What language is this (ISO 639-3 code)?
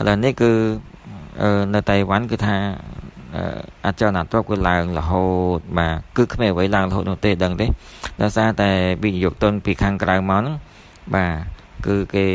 khm